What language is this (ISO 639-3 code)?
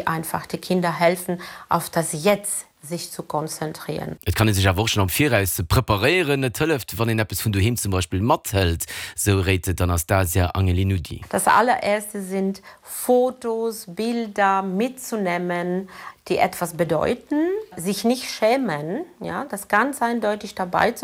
ltz